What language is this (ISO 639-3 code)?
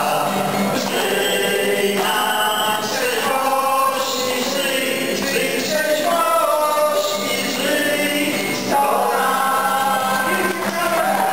pol